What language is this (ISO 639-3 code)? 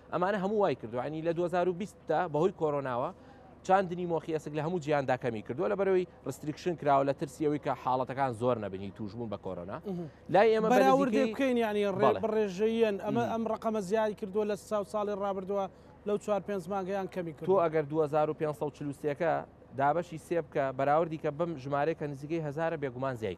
ckb